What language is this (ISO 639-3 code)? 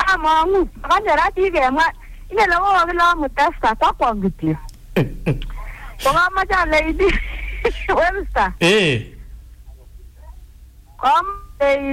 swa